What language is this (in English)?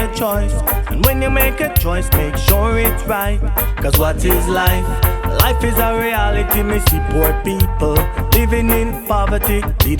Jamaican Creole English